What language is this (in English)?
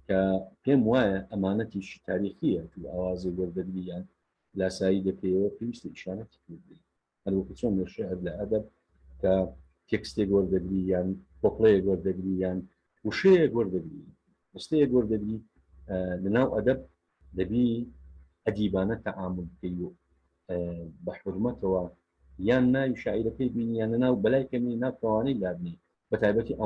Central Kurdish